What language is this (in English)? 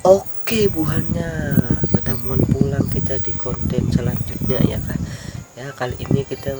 Banjar